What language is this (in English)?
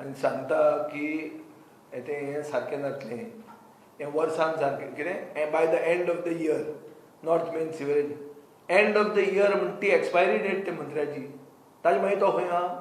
Konkani